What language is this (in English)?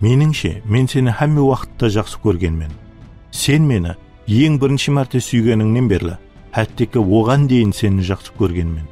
Kara-Kalpak